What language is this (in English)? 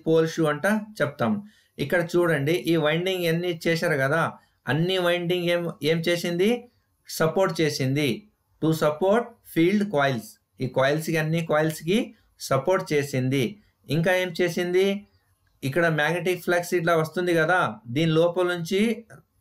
Telugu